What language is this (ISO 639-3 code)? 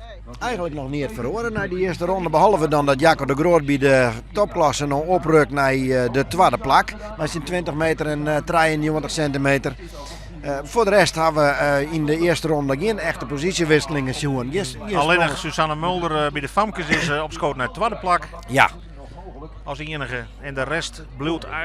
fry